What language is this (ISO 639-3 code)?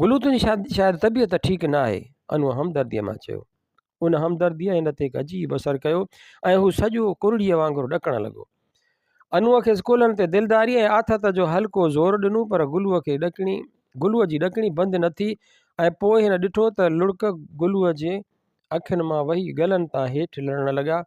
snd